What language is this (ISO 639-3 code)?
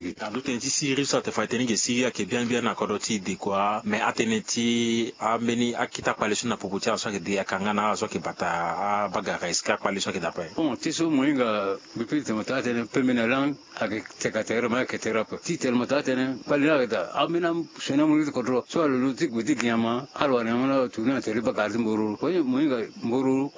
sag